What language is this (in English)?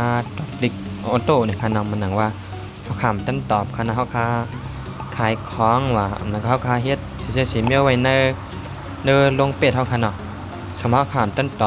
Shan